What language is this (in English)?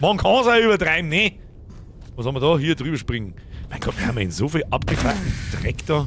Bavarian